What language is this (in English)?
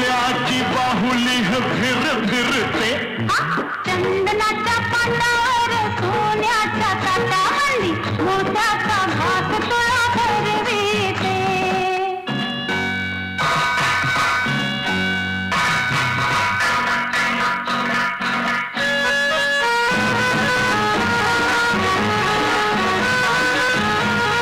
Marathi